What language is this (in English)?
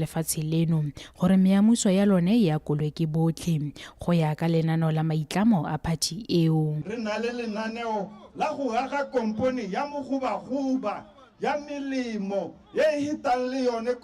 Tswana